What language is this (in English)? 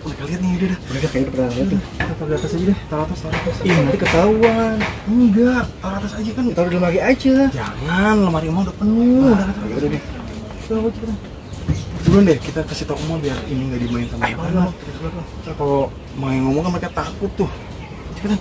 Betawi